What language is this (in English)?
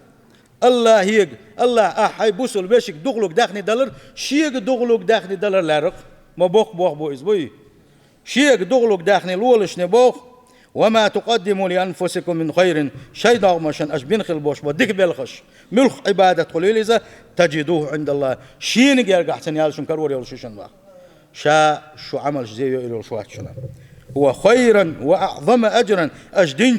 Chechen